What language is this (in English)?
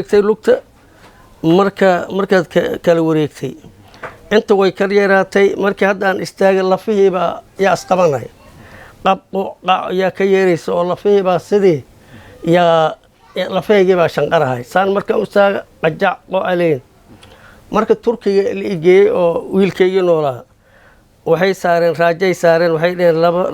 Somali